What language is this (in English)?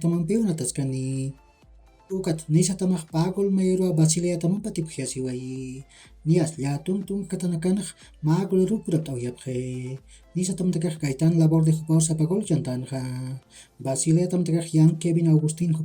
Aymara